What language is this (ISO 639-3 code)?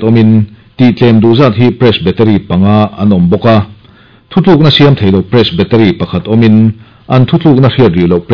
lus